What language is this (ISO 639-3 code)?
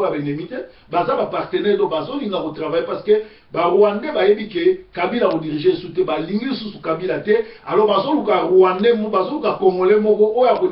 lin